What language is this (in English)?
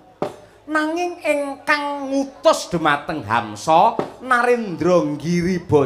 Javanese